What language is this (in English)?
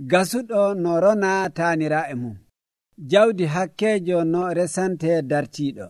Nigerian Fulfulde